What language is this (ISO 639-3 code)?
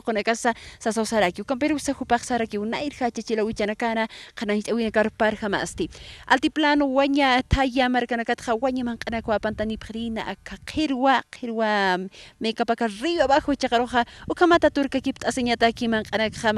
aym